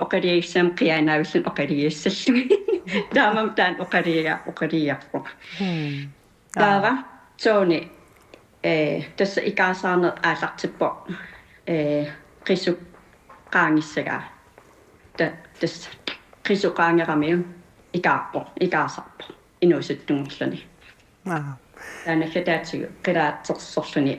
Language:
Kalaallisut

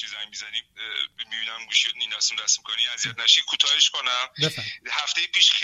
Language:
Persian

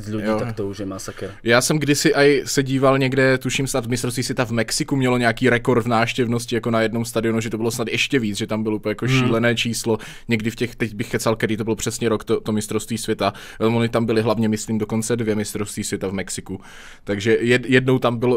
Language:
Czech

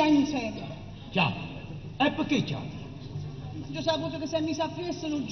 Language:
Neapolitan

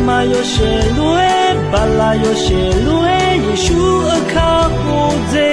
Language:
Akha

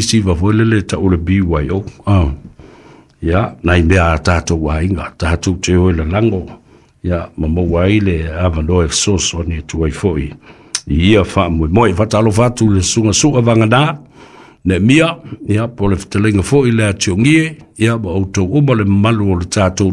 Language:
Samoan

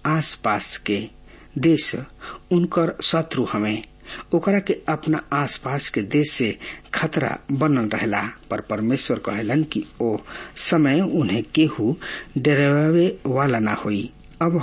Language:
Bhojpuri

